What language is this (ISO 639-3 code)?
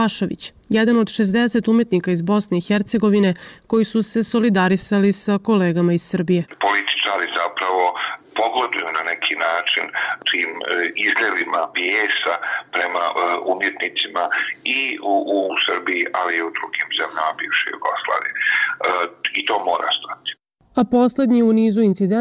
bos